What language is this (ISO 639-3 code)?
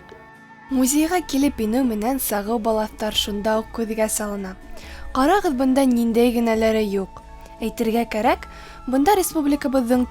bak